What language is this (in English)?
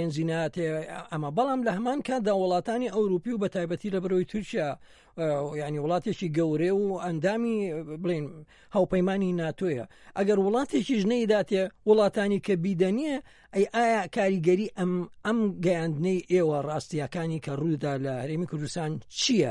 Central Kurdish